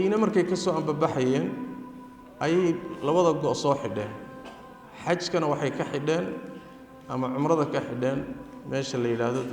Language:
Somali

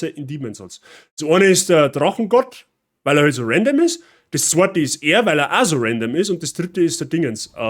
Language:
Bavarian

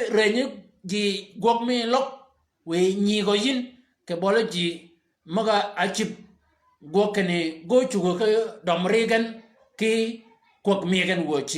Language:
Shilluk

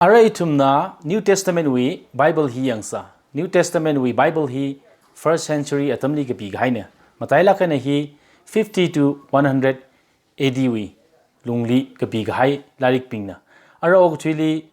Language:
Tangkhul Naga (India)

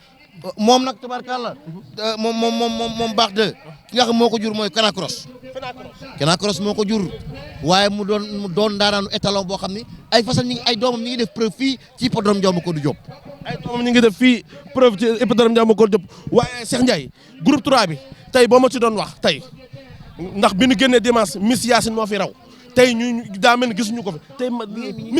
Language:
Wolof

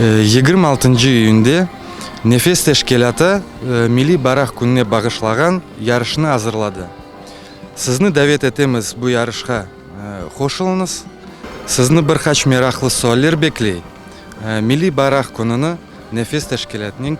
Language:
Crimean Tatar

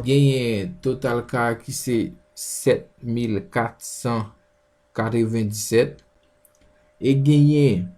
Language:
Haitian Creole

